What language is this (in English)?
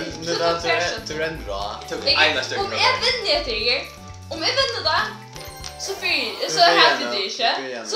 Faroese